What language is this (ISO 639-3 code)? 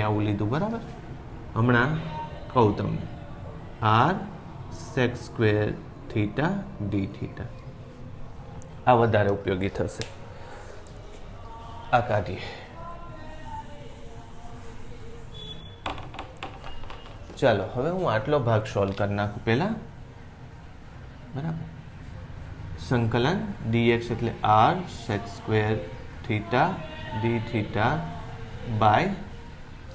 guj